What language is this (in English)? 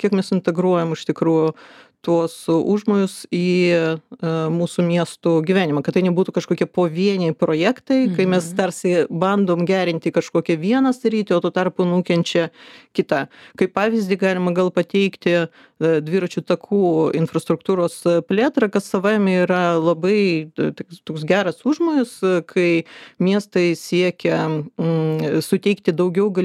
Lithuanian